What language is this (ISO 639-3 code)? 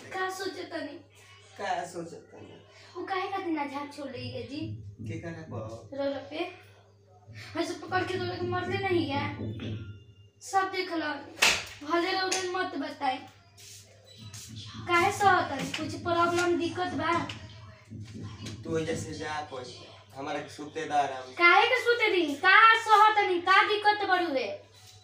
bho